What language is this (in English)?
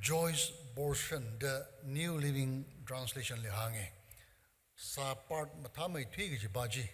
Tangkhul Naga (India)